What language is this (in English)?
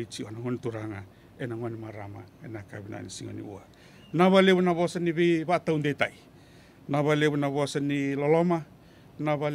Fijian